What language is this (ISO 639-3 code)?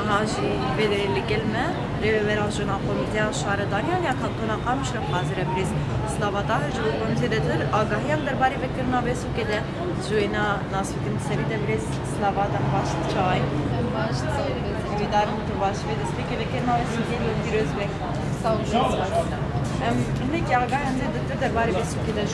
kur